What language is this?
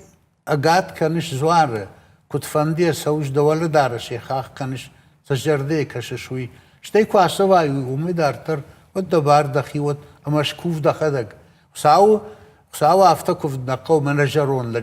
Ossetic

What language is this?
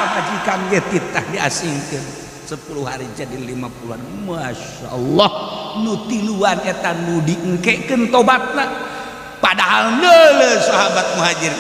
Sundanese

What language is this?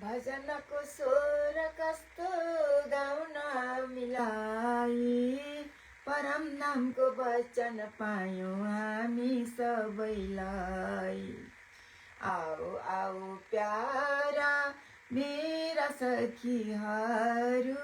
Nepali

